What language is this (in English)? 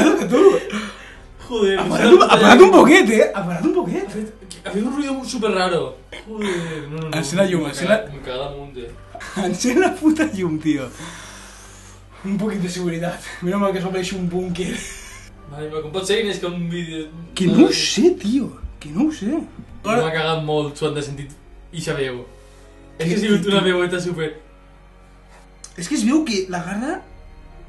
Catalan